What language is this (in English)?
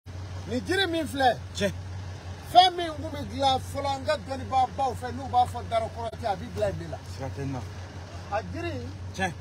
Bambara